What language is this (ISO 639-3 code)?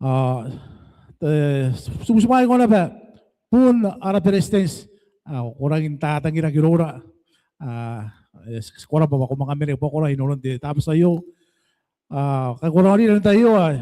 gil